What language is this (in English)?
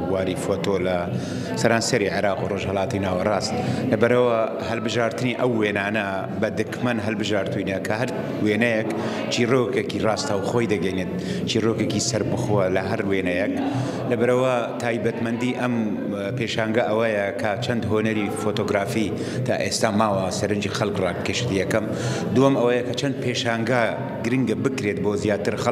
Central Kurdish